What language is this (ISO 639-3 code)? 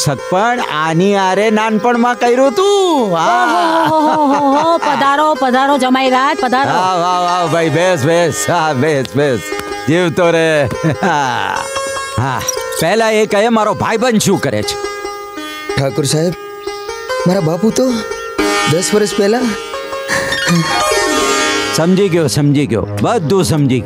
guj